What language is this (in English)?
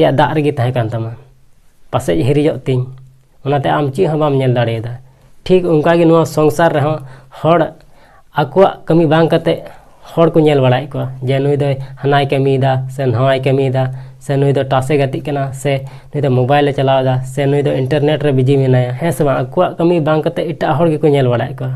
Santali